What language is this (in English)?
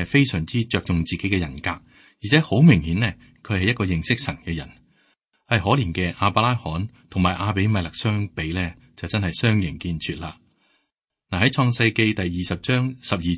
Cantonese